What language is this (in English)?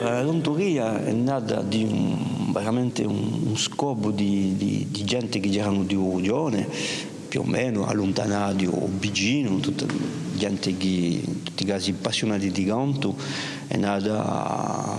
Corsican